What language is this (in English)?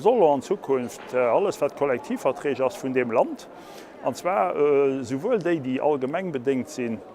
Luxembourgish